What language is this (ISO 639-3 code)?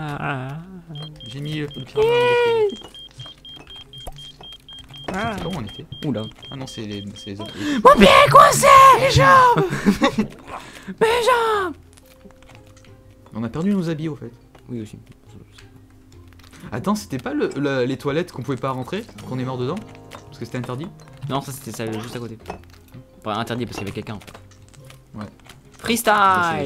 fra